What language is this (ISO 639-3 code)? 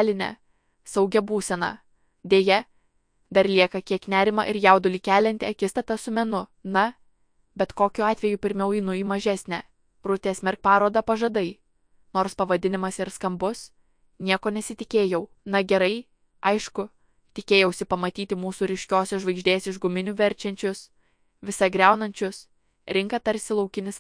lit